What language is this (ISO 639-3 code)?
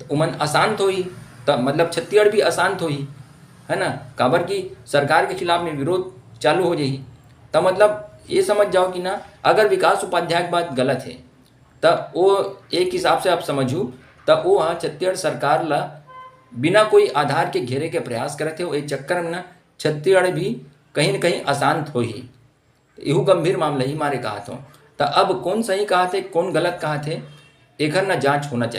hne